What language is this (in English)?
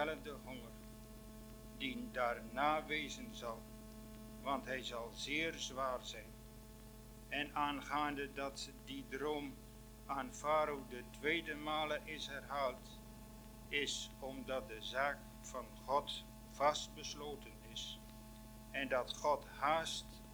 Dutch